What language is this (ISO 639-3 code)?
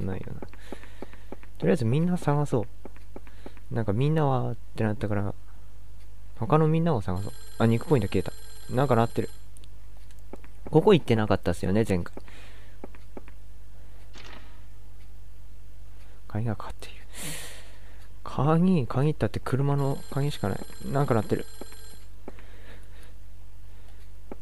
jpn